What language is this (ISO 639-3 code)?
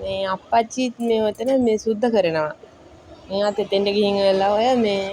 sin